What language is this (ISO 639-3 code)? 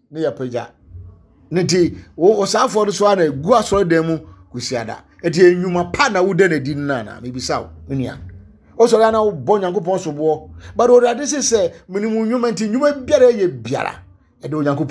aka